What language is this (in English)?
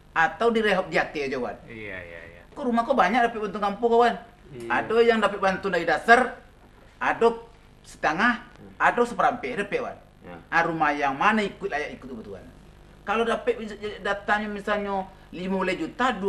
Minangkabau